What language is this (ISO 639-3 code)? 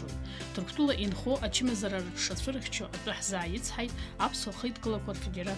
abk